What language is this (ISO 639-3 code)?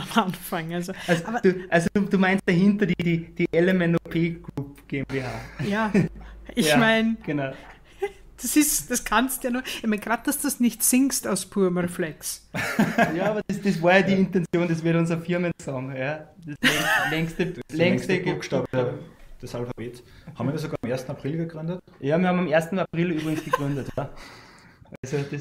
deu